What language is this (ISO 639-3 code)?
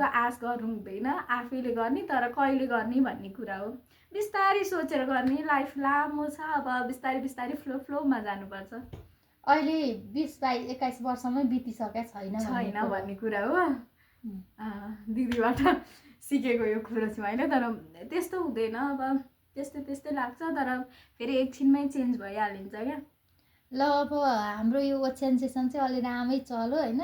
nep